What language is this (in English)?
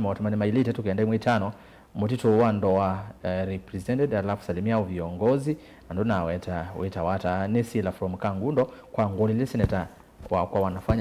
Kamba